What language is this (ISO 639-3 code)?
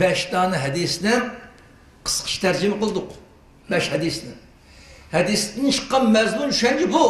uig